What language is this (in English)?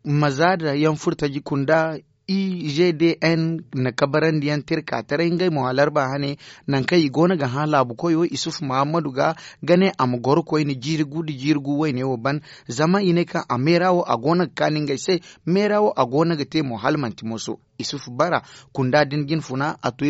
Zarma